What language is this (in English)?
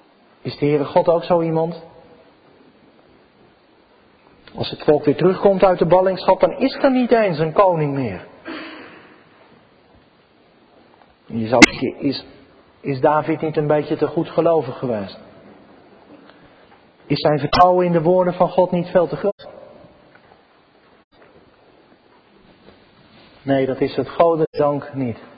Dutch